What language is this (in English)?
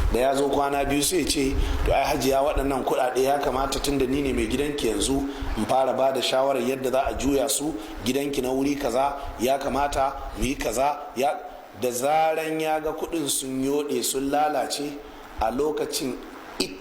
Hausa